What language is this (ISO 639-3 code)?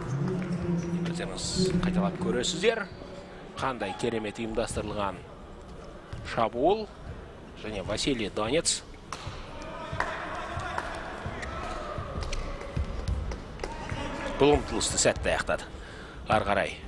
kaz